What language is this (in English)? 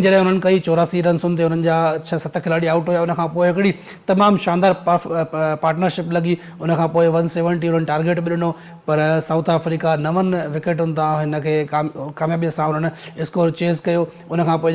Sindhi